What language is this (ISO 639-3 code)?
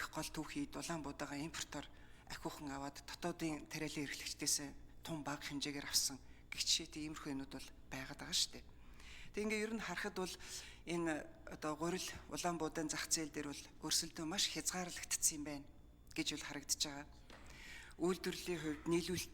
mon